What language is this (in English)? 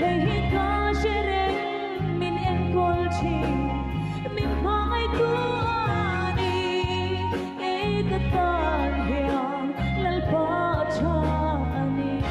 Hmar